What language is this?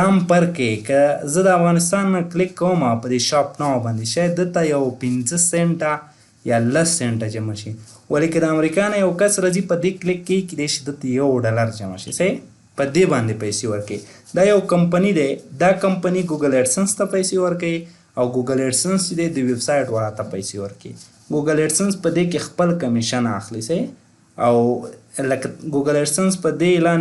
Pashto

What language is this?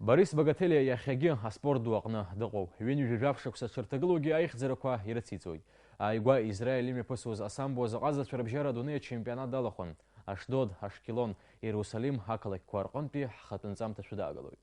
Abkhazian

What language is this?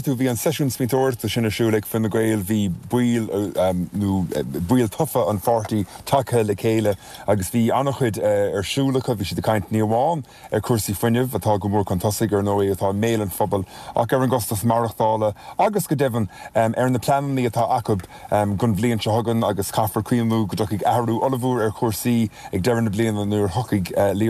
Irish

